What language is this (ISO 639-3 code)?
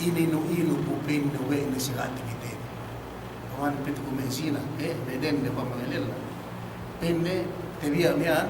yka